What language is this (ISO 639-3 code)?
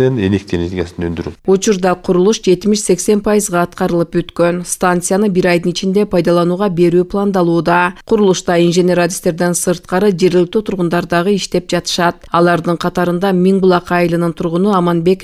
kir